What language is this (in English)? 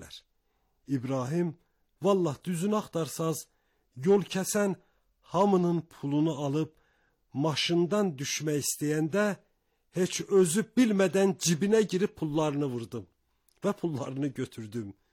Azerbaijani